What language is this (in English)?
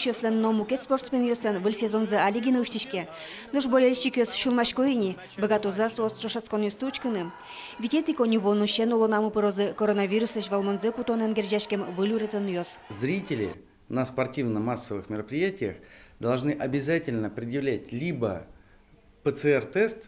Udmurt